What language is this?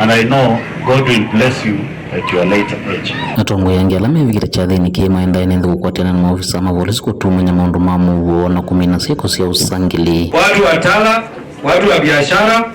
Kamba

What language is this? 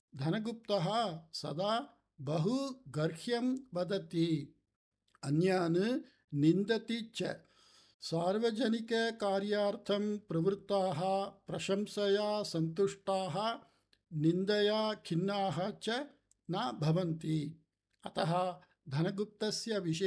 Sanskrit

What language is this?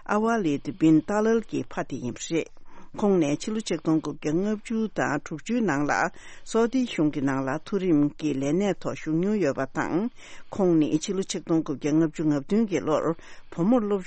Tibetan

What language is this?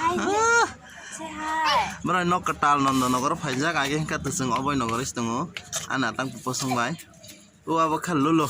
Kok Borok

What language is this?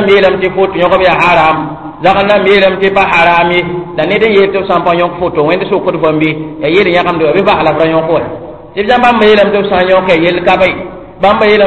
Mossi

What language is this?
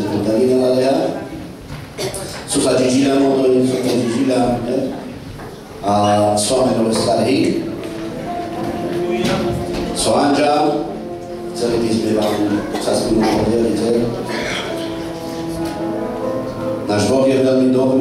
Slovak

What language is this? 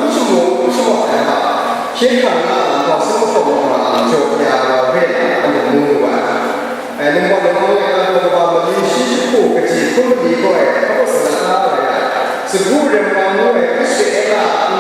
Kachin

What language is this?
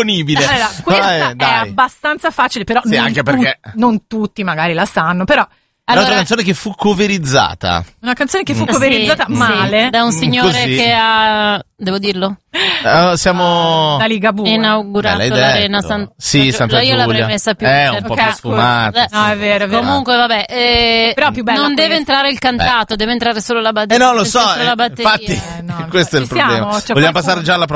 Italian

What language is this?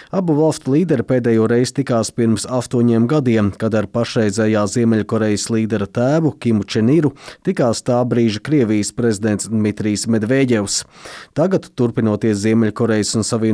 Latvian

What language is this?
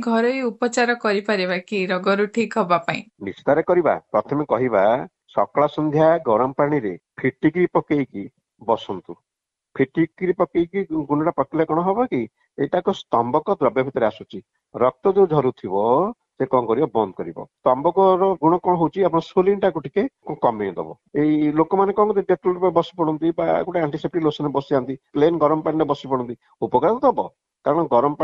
Odia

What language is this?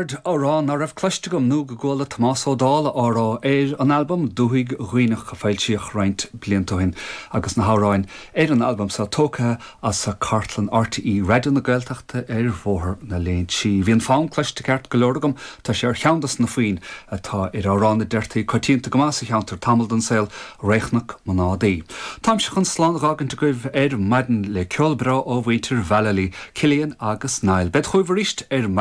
Irish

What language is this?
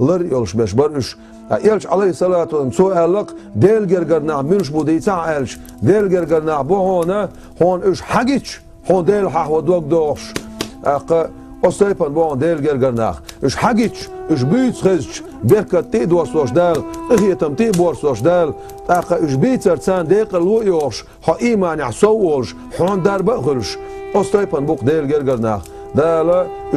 Chechen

